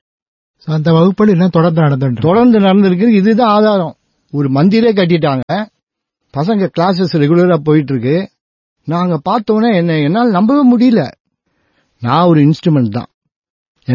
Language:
Tamil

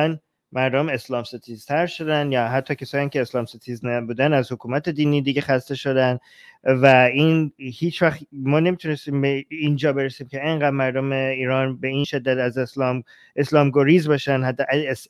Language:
Persian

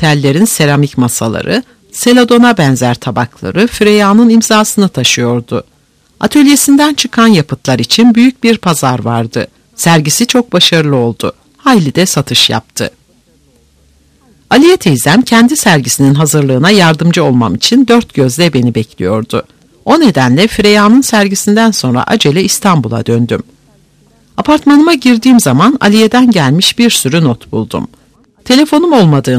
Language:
Turkish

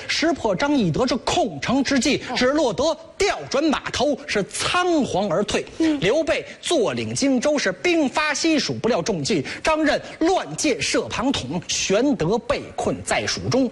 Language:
Chinese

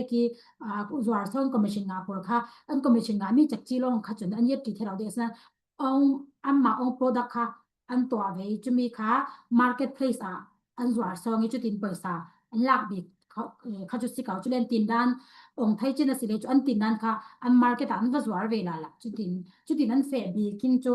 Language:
Falam Chin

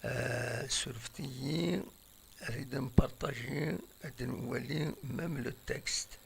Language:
Kabyle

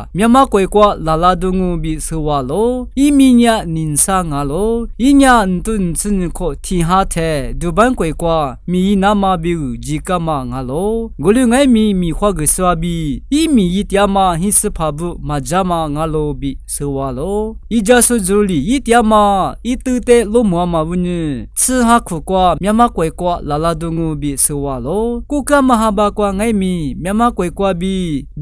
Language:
Lisu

